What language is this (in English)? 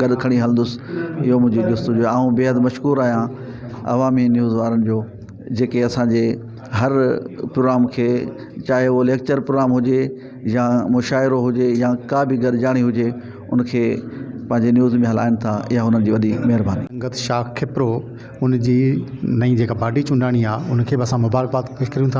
Sindhi